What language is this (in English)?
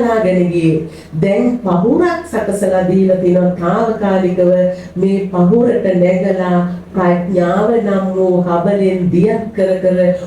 Sinhala